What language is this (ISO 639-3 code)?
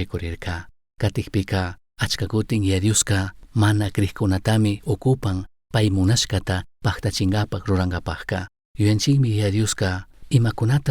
qug